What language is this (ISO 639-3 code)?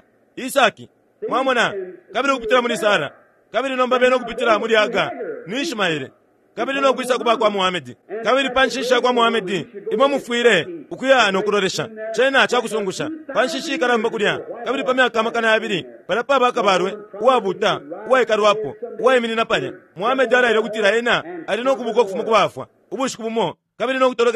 bem